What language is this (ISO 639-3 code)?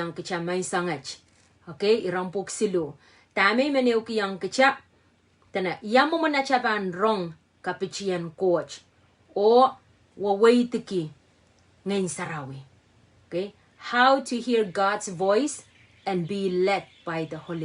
pon